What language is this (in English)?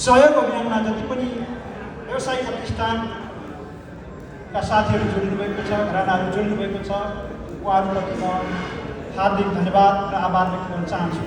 Nepali